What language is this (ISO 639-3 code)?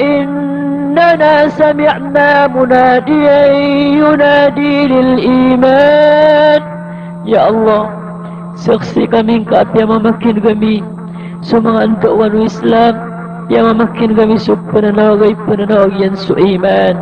mrw